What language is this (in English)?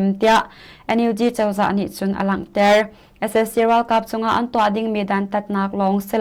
Hakha Chin